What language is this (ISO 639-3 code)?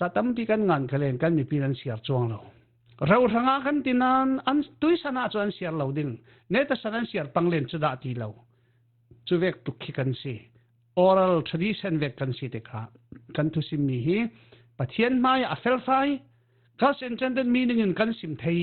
cfm